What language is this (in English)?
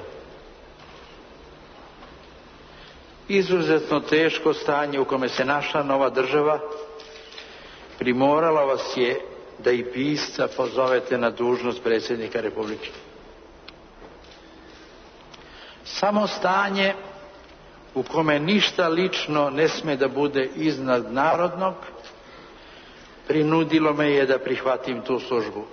Serbian